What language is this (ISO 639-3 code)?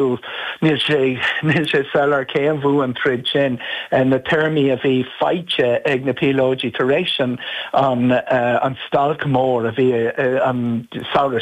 gle